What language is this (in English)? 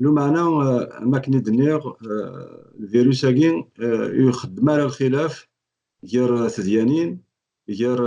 Kabyle